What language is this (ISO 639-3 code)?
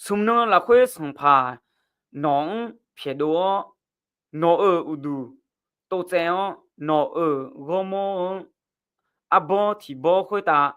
ahk